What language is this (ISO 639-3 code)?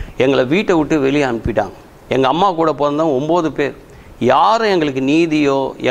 tam